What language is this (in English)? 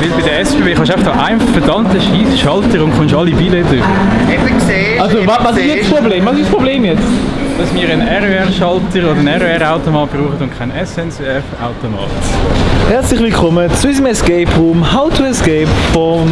Swiss German